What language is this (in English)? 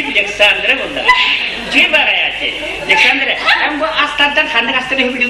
Yakut